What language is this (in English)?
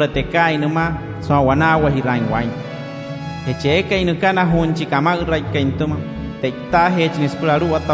Wayuu